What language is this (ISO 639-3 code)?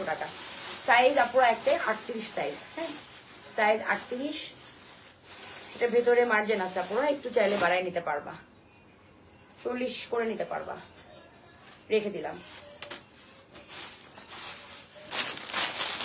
ben